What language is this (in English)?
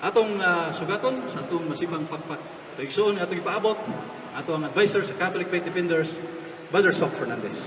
Cebuano